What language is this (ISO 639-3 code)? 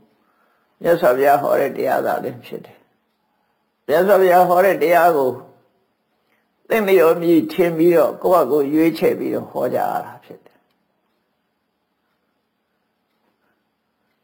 mya